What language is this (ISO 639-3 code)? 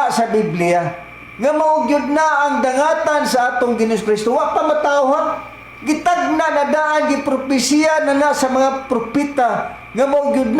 ceb